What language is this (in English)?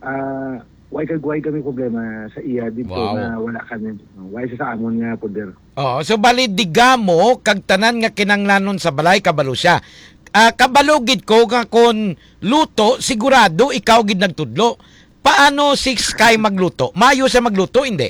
Hiligaynon